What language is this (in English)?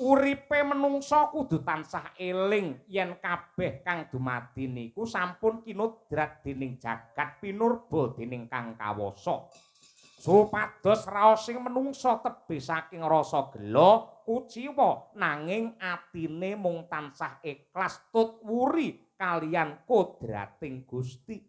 Javanese